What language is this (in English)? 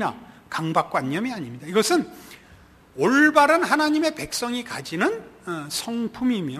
Korean